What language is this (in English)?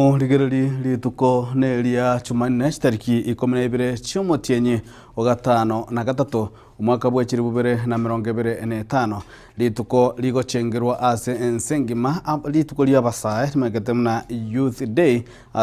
Gusii